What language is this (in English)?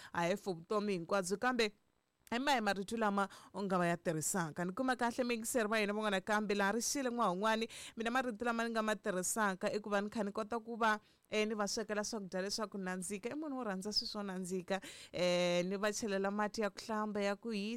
Tsonga